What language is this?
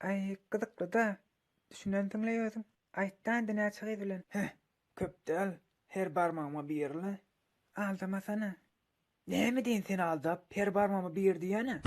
Turkmen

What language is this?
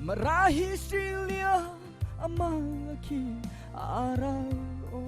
Mara Chin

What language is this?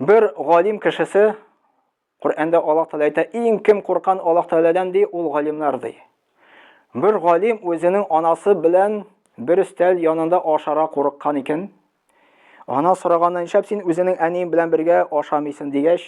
Tatar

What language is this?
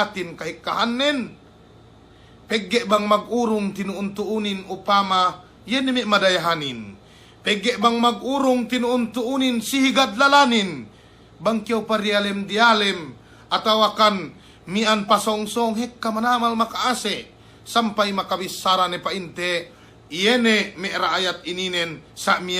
Yakan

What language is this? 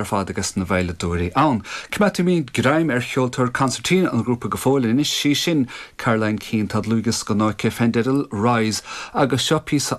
Irish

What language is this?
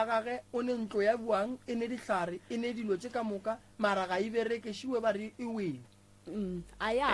Northern Sotho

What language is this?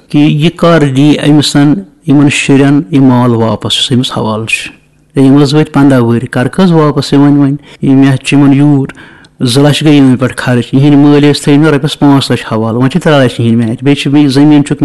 Kashmiri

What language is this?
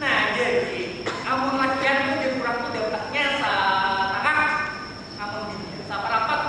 Banjar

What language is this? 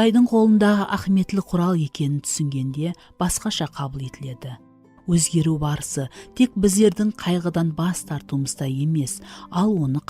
Kara-Kalpak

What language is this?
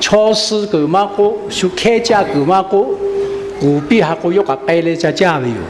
Lahu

